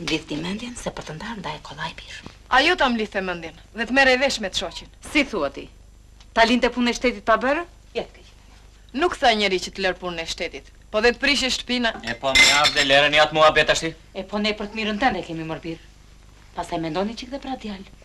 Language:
Albanian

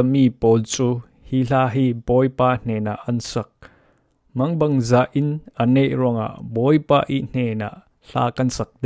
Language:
Falam Chin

